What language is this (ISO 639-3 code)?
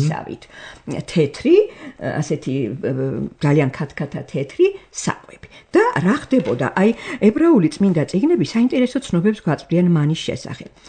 kat